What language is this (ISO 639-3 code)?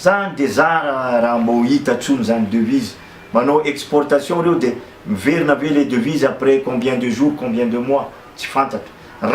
mlg